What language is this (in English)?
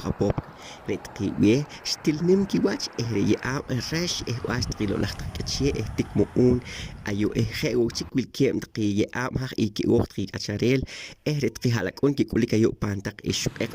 Poqomchi'